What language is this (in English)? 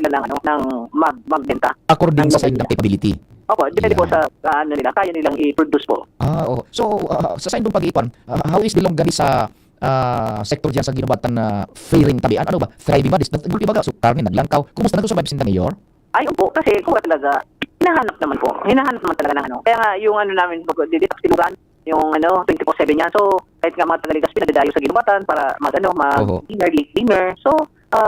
Bikol